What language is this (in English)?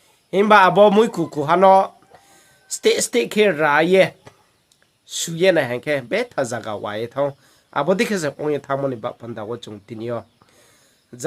Riang (India)